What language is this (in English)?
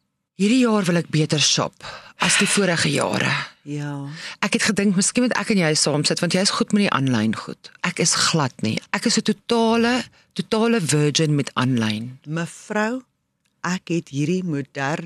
Afrikaans